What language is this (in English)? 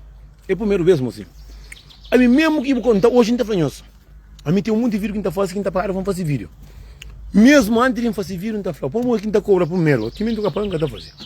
Kabuverdianu